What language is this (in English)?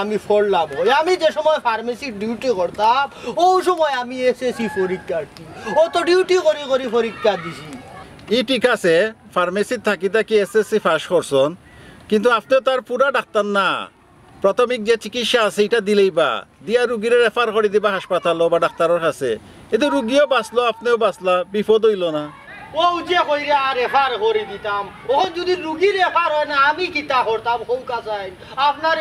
Sylheti